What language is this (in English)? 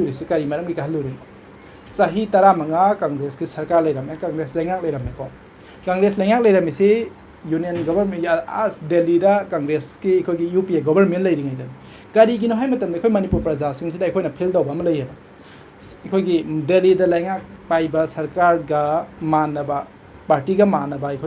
Manipuri